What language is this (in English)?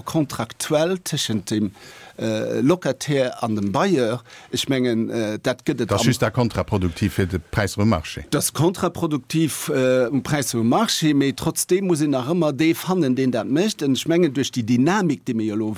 Luxembourgish